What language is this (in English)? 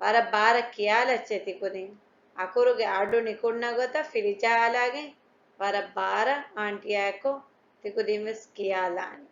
Divehi